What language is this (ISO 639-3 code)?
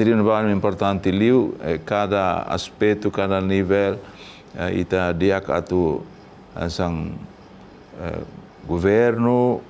tet